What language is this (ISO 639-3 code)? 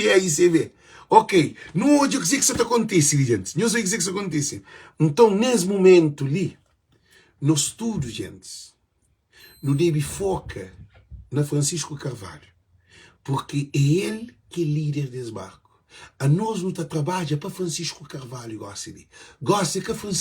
kea